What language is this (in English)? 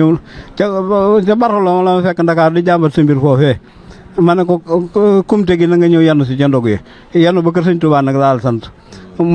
Wolof